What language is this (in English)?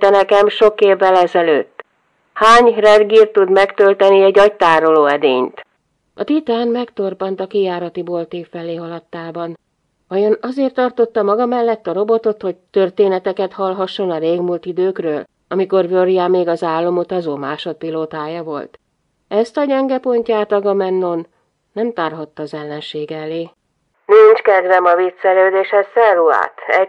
Hungarian